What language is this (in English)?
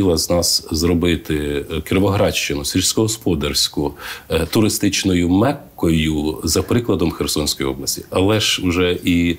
Ukrainian